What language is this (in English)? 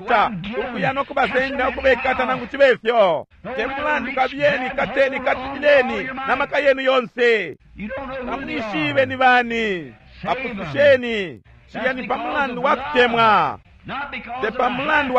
Bemba